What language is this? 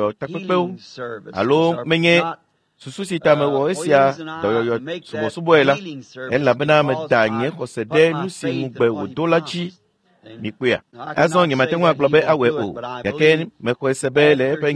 Ewe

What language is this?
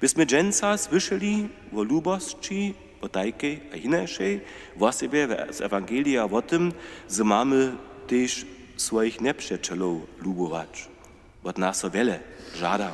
Upper Sorbian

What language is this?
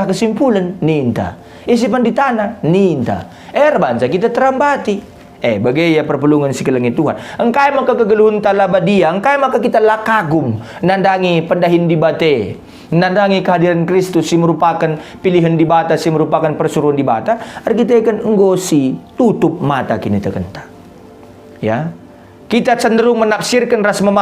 Batak Karo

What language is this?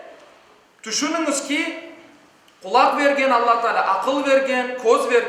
Crimean Tatar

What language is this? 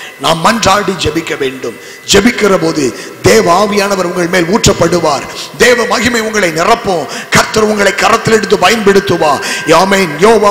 Tamil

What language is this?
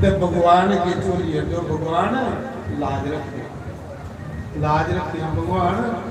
Dogri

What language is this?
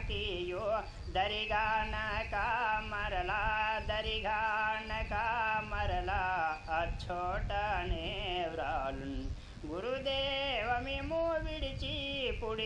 Telugu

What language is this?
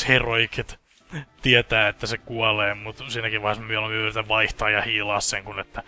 Finnish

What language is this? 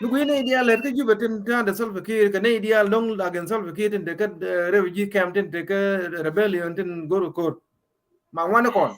Nuer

